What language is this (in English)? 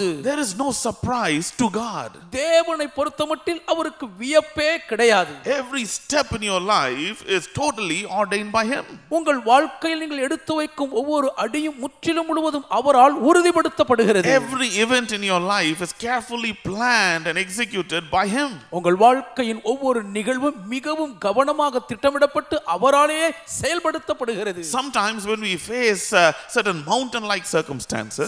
Tamil